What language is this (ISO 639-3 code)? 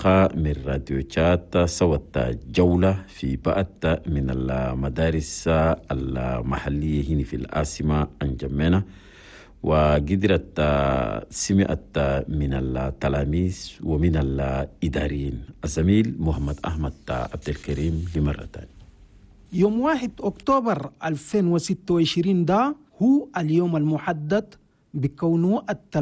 shu